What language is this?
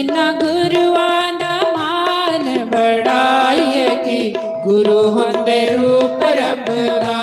Dogri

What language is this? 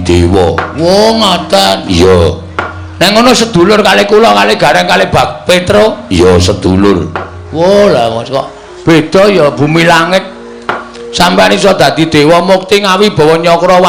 Javanese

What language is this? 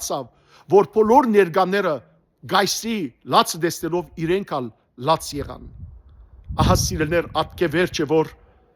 Western Armenian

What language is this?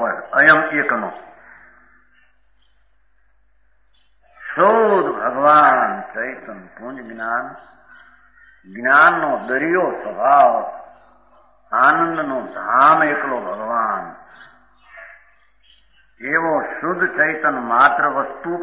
Gujarati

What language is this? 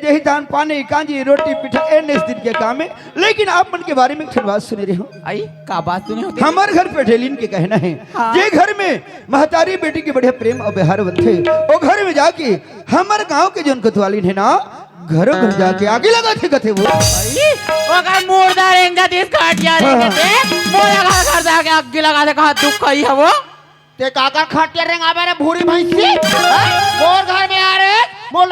Chhattisgarhi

